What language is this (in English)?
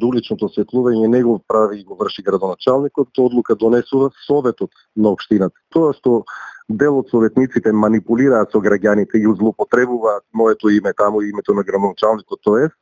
Macedonian